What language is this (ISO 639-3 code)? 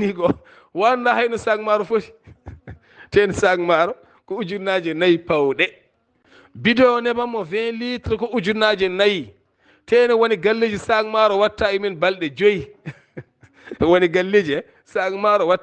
ful